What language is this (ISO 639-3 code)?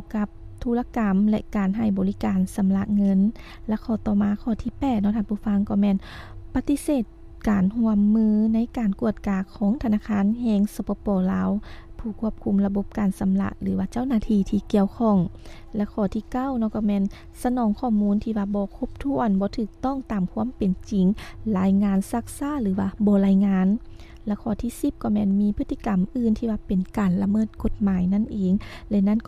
lao